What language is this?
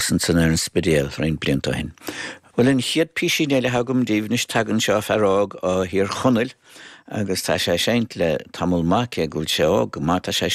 Irish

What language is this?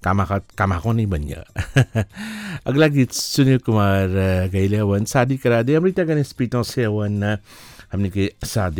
Bhojpuri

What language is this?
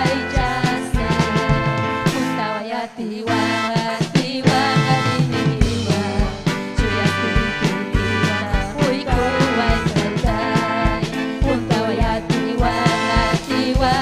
Ayacucho Quechua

